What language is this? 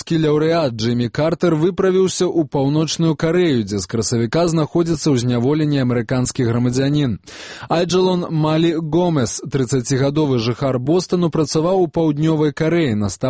Belarusian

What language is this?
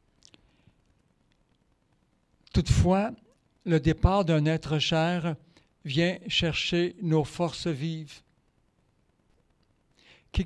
French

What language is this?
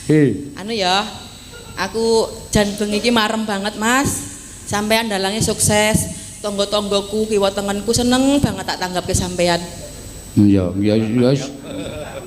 Javanese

